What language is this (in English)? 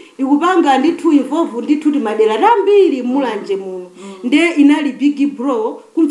Nyanja